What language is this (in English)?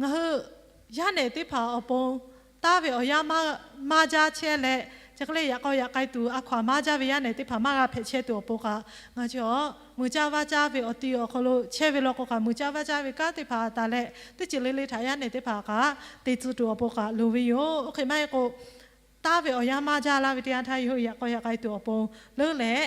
Lahu